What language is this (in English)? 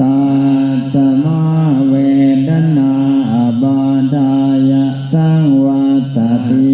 Pali